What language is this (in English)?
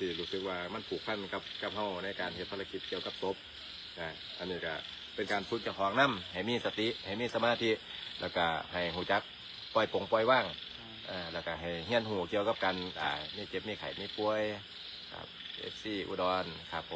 Northeastern Thai